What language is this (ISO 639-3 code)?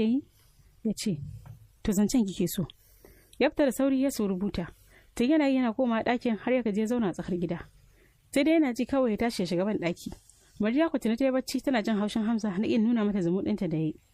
hau